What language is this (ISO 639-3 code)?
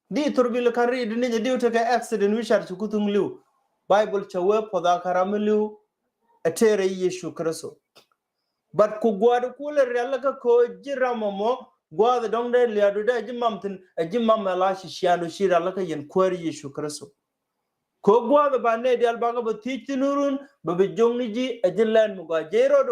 nus